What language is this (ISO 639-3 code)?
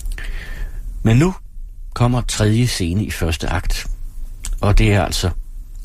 dan